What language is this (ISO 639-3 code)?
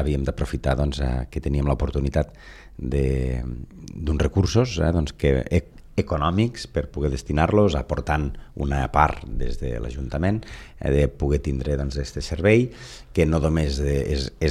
cat